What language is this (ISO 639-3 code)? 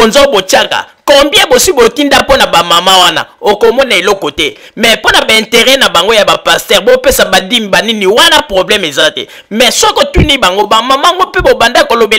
lin